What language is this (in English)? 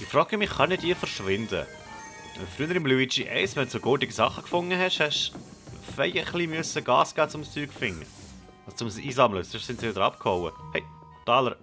Swiss German